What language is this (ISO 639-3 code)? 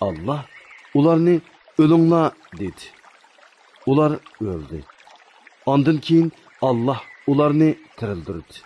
uig